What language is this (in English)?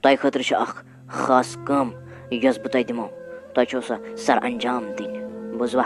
Kashmiri